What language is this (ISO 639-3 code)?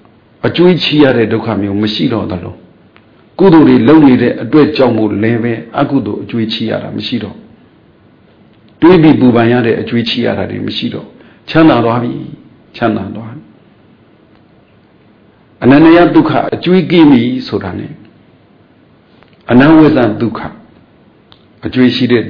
mya